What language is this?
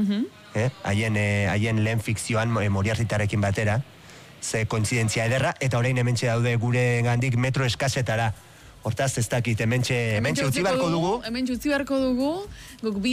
Basque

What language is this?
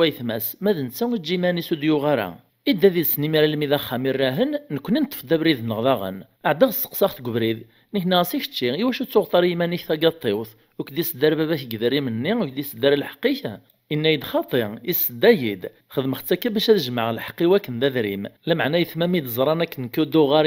Kabyle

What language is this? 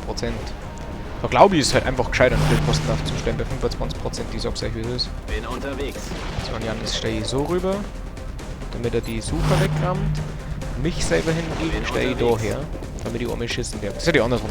Bavarian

